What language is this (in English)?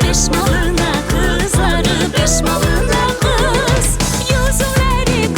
Crimean Tatar